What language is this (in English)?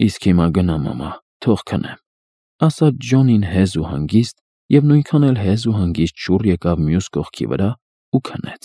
Armenian